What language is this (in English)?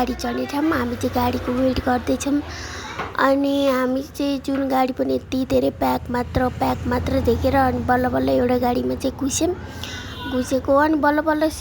Nepali